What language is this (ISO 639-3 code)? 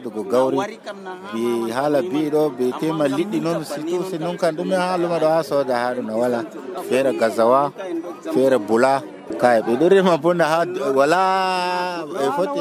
fuv